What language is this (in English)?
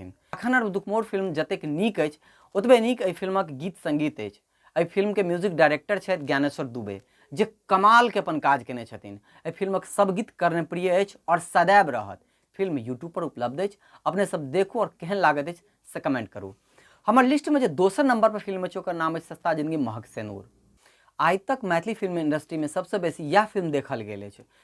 Maithili